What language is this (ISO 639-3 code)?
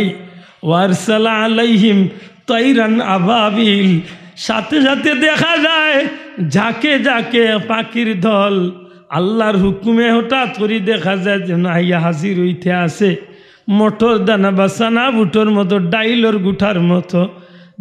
syl